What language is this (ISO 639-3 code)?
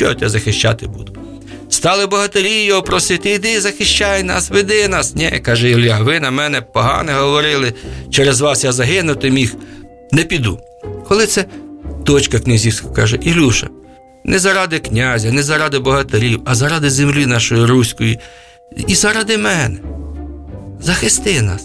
ukr